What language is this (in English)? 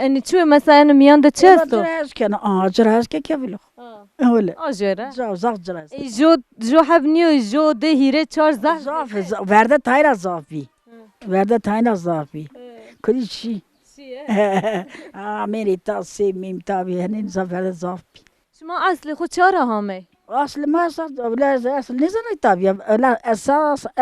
Zaza